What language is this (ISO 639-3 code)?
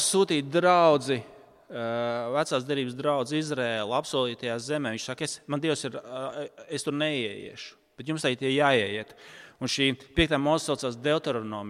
lav